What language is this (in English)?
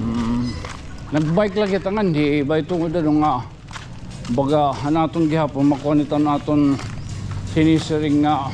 Waray